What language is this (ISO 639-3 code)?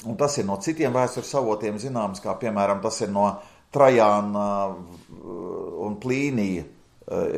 lav